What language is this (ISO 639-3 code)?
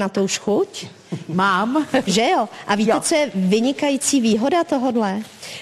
ces